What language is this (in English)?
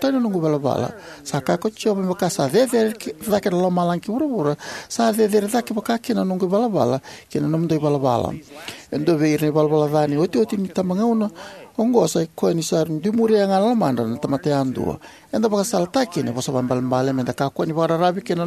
Fijian